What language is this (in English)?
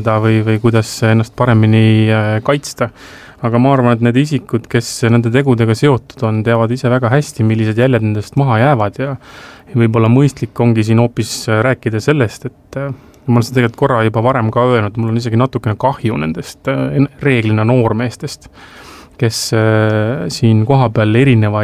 Estonian